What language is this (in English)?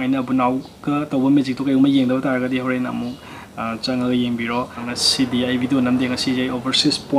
Manipuri